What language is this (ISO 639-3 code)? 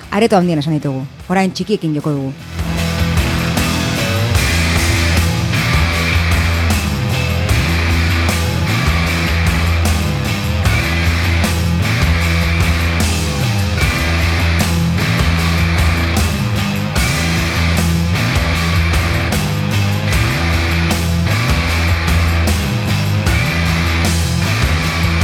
eus